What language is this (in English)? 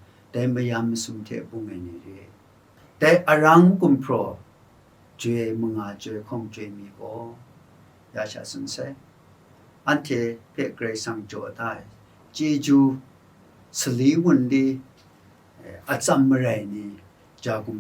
Kachin